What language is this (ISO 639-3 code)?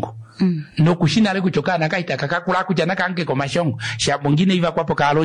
kua